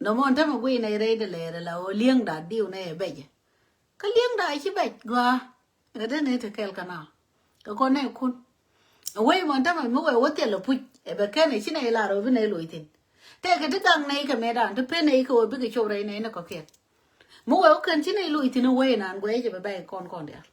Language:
Nuer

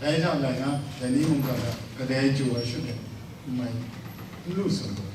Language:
Kachin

